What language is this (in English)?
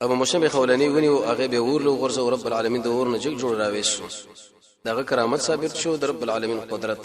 Pashto